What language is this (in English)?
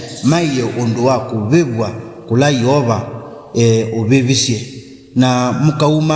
Kamba